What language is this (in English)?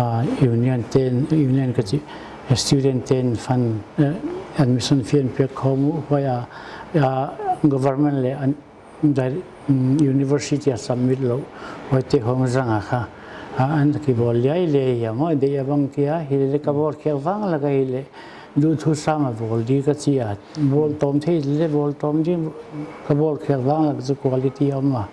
Paite Chin